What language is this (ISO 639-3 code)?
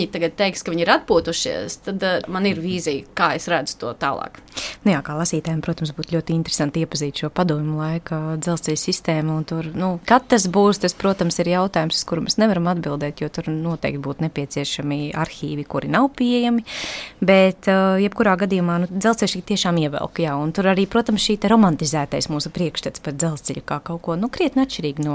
lav